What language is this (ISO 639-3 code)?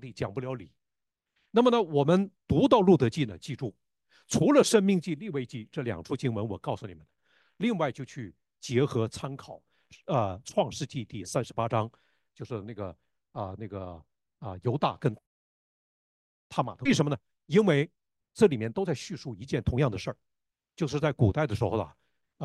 zho